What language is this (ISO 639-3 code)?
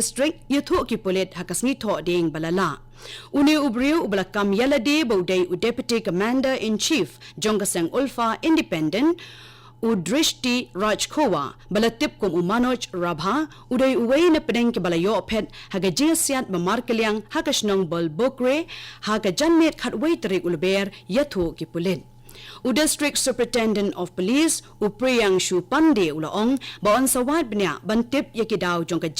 kha